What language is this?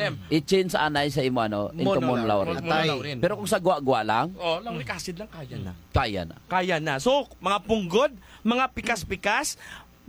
Hiligaynon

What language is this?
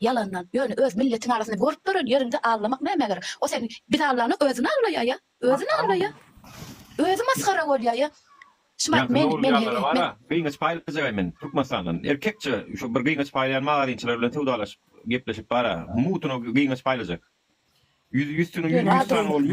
Turkmen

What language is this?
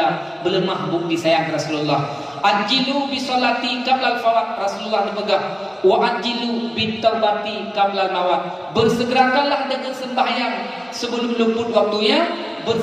Achinese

